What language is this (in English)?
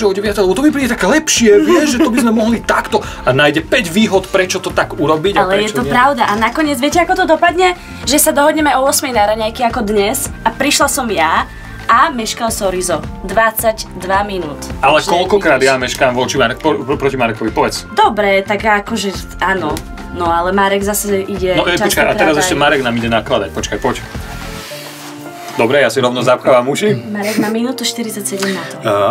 Slovak